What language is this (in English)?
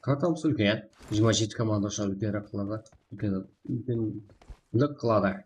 Kara-Kalpak